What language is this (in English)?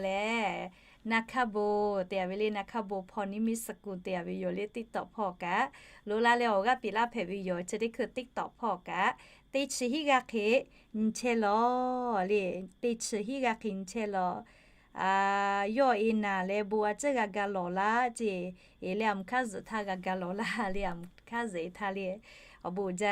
Lahu